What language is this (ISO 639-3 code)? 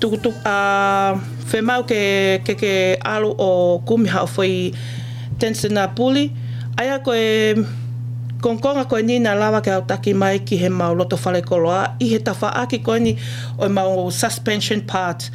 ton